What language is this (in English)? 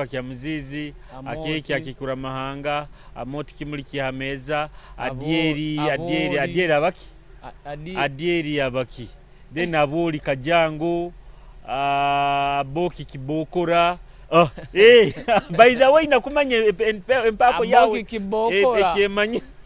Nyoro